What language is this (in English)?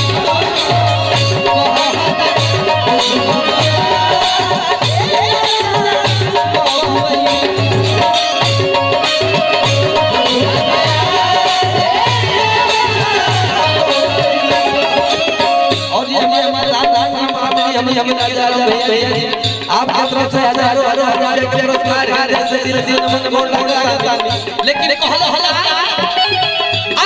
Bhojpuri